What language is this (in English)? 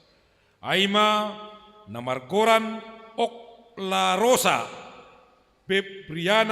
Batak Simalungun